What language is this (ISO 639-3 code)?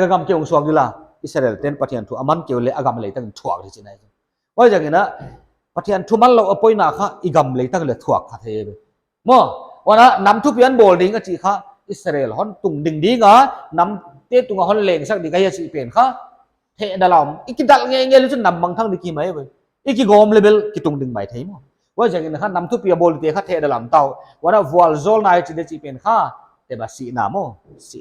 pck